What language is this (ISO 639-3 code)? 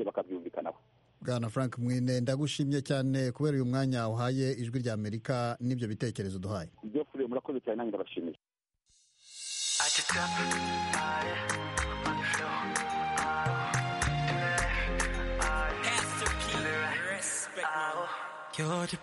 kin